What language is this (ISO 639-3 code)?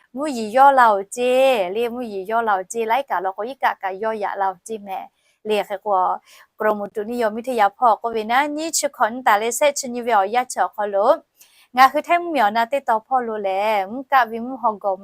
lhu